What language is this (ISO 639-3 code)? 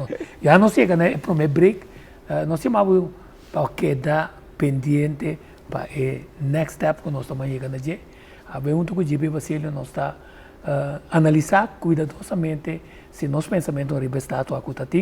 pap